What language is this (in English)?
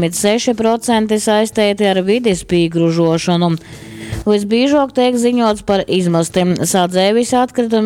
Latgalian